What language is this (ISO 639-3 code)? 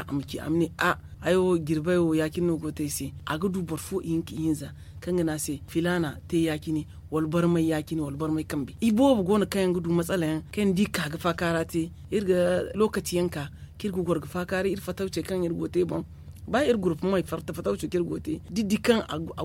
dje